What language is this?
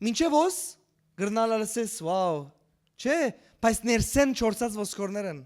Western Armenian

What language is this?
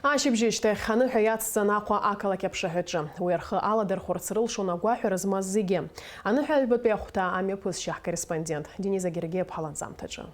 Abkhazian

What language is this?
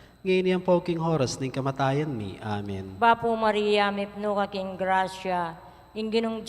Pampanga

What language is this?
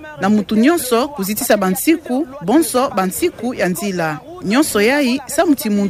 Kituba (Democratic Republic of Congo)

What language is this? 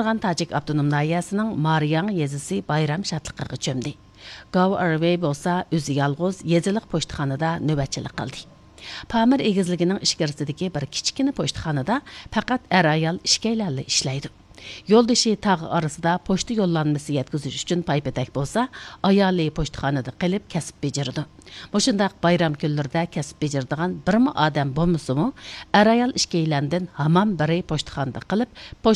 Uyghur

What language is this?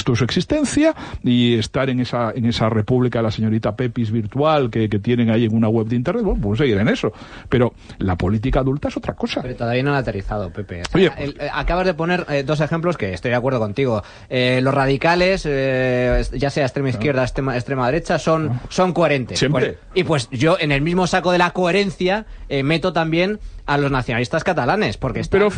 Spanish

